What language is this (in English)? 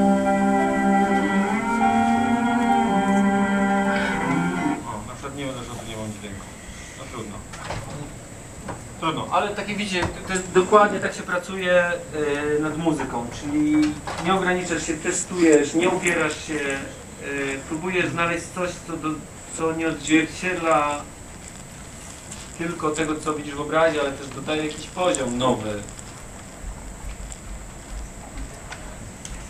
Polish